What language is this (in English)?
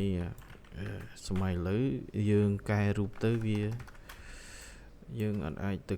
Khmer